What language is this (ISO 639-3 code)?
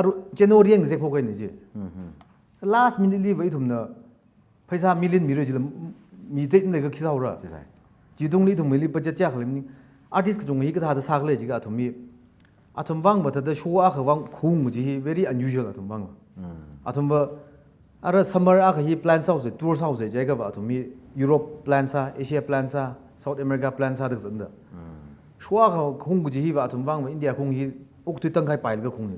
nmf